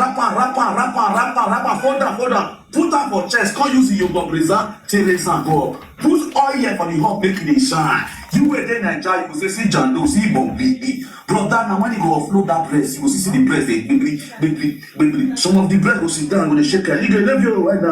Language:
Nigerian Pidgin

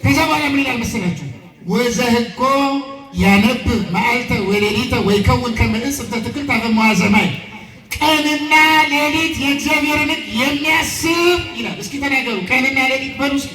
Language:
Amharic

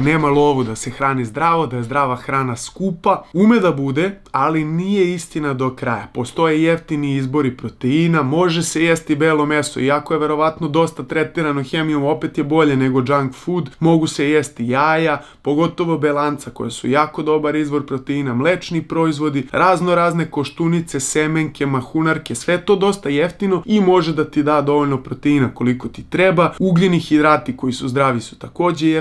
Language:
Serbian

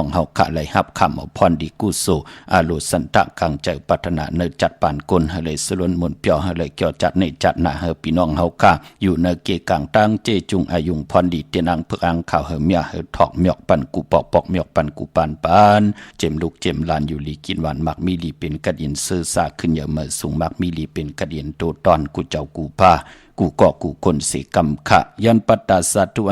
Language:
Shan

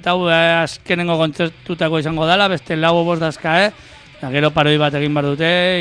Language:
Basque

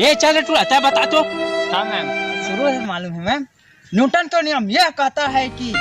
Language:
Chhattisgarhi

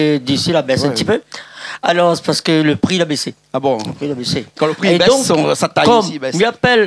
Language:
Réunion Creole French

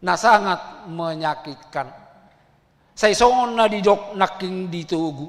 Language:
Batak Toba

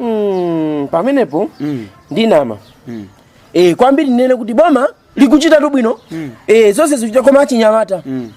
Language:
Nyanja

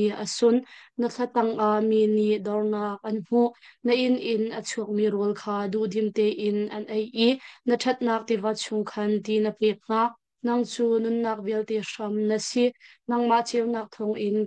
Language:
Hakha Chin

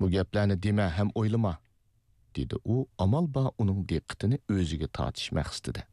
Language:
Uyghur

